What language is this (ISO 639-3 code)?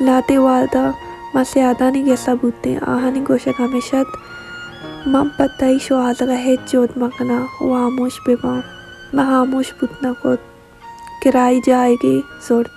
bal